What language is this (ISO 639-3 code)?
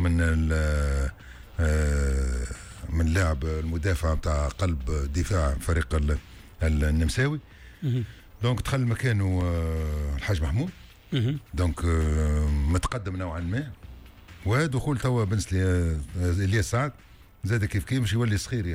aeb